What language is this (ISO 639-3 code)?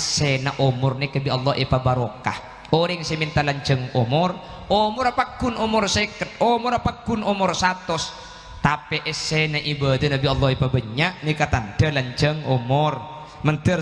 mad